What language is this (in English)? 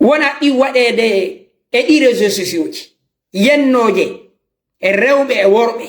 Fula